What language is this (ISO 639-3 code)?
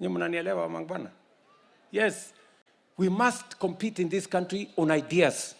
guz